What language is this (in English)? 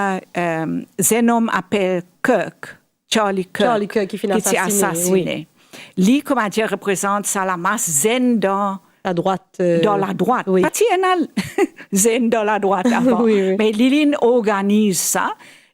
Morisyen